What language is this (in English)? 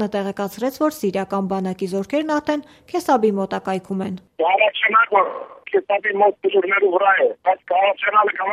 Armenian